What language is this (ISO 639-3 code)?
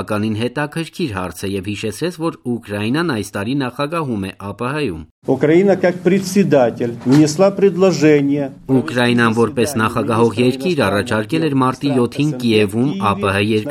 hye